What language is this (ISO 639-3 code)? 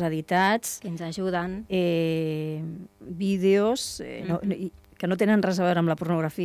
cat